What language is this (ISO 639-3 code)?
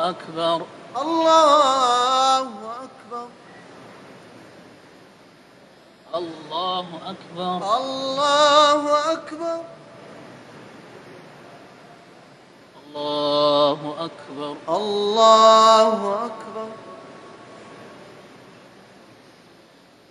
ara